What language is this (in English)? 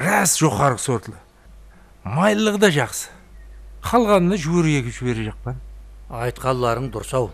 Kara-Kalpak